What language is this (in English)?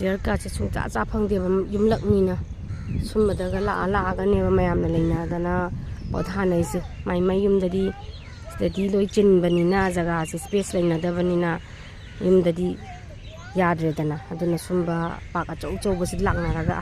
Manipuri